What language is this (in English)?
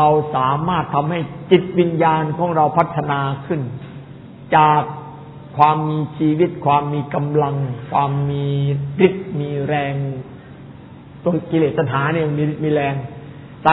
Thai